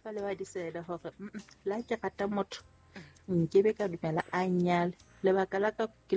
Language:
Southern Sotho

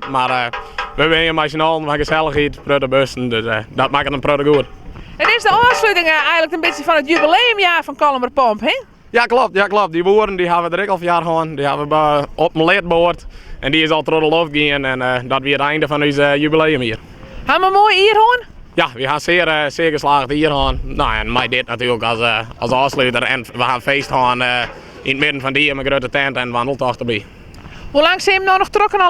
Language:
Western Frisian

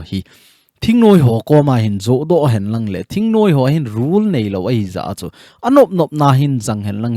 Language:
Thado Chin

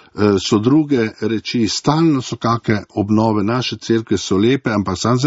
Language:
Slovenian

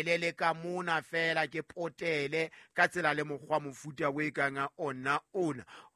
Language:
Southern Sotho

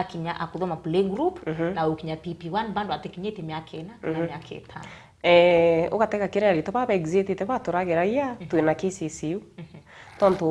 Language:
Meru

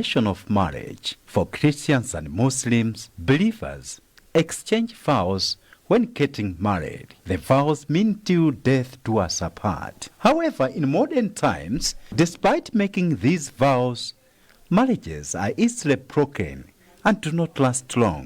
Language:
English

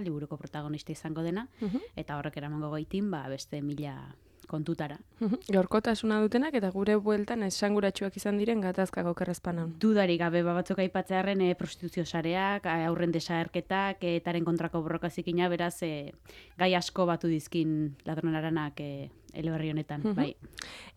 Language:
Basque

